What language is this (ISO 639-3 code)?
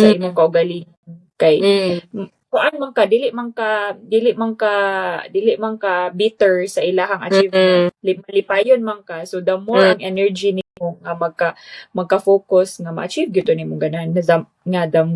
ceb